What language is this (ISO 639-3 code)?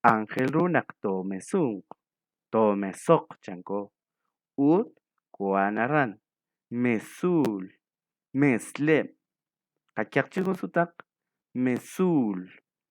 kek